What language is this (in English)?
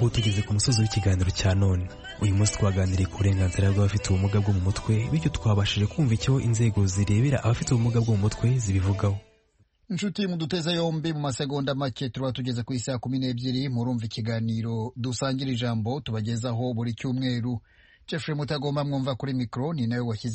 Kinyarwanda